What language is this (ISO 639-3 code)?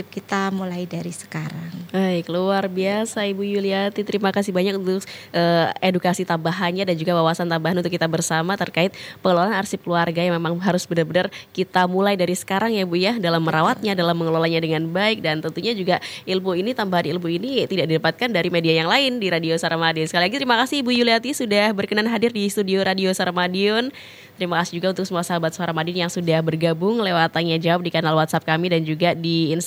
ind